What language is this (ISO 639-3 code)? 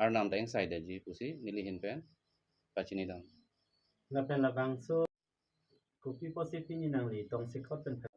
mjw